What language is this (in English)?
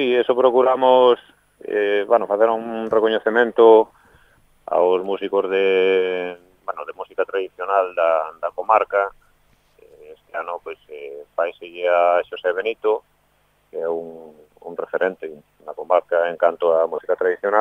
Galician